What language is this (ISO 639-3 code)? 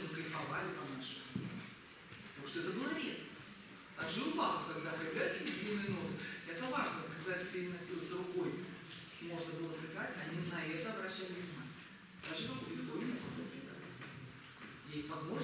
rus